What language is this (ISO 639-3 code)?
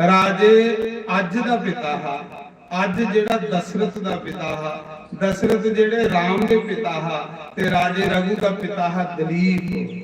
doi